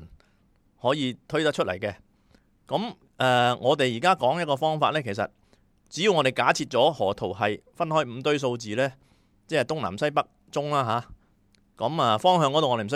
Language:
Cantonese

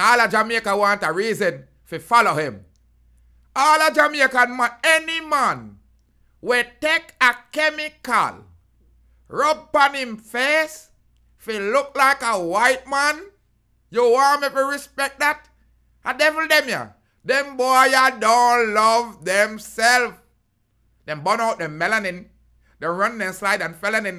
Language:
Jamaican Creole English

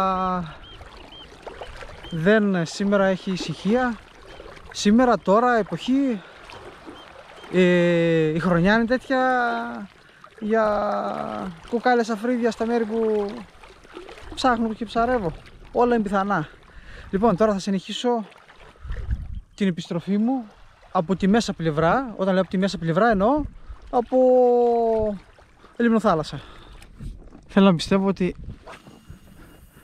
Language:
Greek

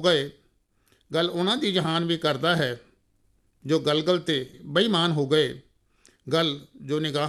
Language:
Punjabi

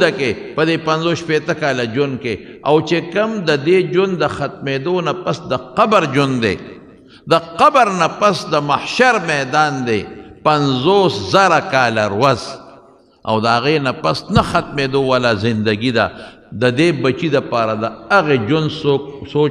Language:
Pashto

